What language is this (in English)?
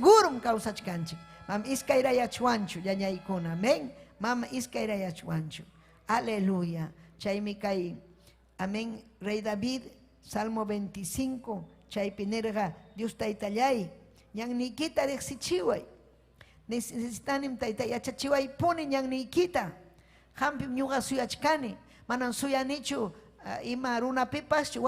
Ayacucho Quechua